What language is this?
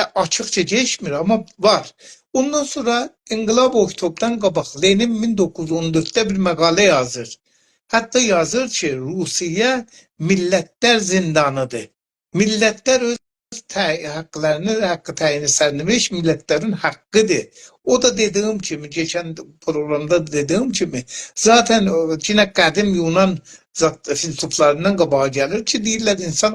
South Azerbaijani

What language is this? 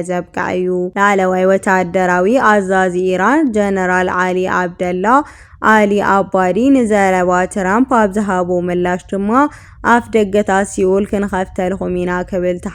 Tigrinya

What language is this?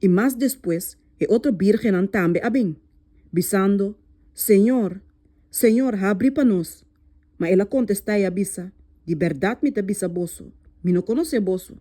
Papiamento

